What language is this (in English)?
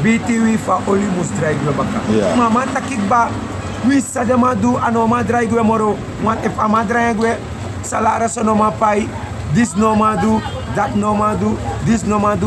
Sranan Tongo